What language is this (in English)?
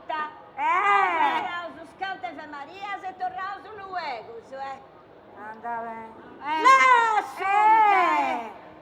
Sardinian